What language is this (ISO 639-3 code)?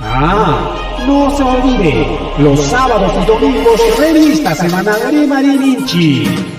quy